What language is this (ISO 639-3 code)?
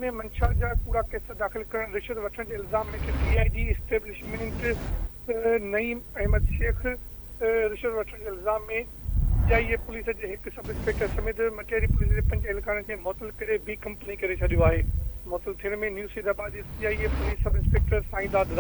snd